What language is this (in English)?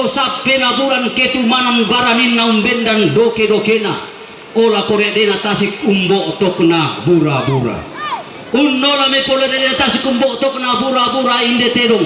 Toraja-Sa'dan